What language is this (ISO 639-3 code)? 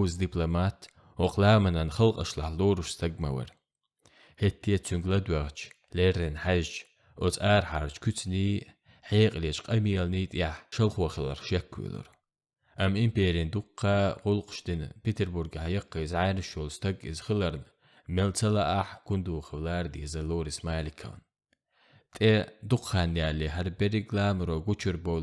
che